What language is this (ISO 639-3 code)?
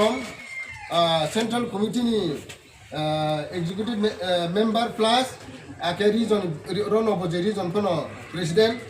ria